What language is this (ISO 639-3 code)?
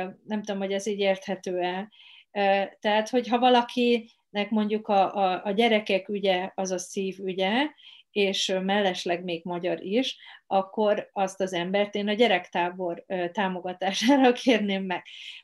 hun